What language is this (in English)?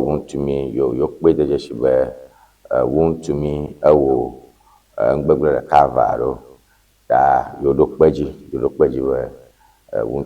Ewe